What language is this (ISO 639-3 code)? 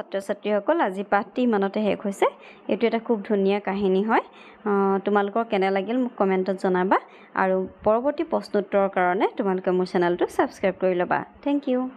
asm